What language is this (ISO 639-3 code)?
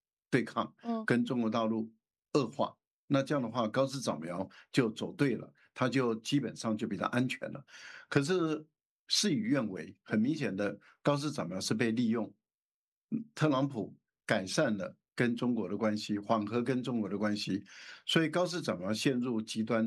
zho